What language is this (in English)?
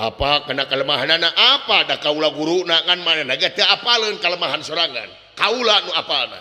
Sundanese